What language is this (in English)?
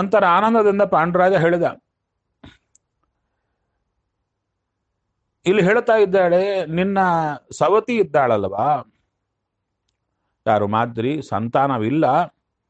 Kannada